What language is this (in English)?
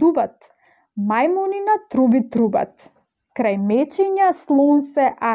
Macedonian